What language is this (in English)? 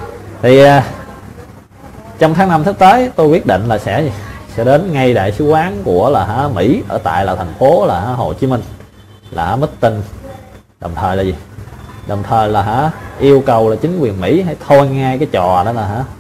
Vietnamese